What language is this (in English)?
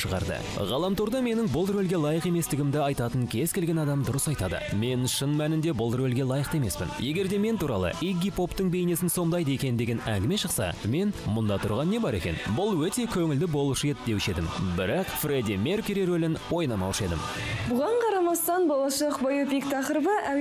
Kazakh